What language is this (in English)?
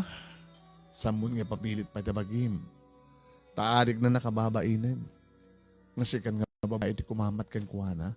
Iloko